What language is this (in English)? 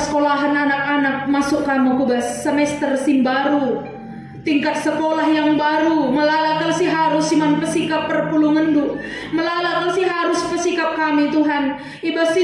Batak Karo